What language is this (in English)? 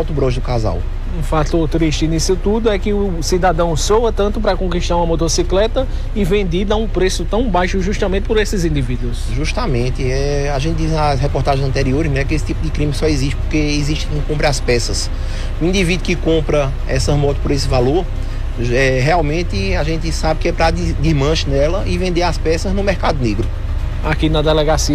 Portuguese